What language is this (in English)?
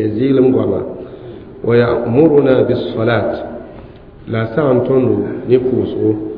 Mossi